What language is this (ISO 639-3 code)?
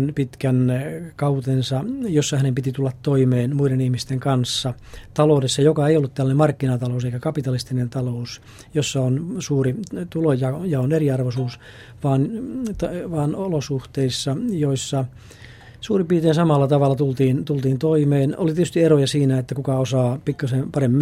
fin